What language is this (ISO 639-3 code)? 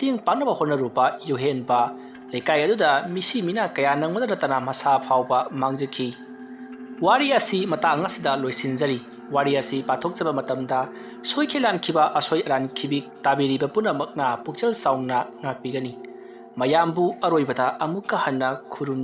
mni